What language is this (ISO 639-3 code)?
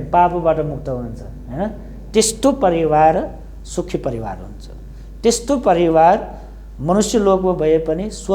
nep